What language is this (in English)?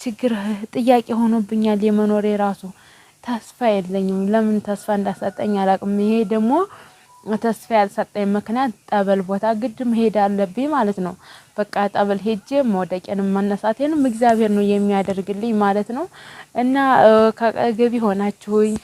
Amharic